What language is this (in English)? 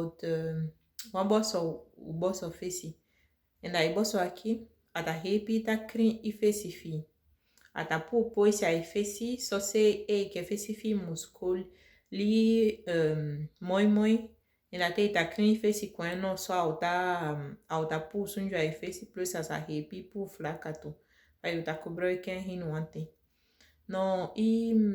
Saramaccan